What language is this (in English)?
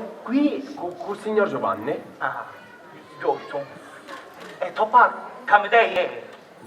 Sicilian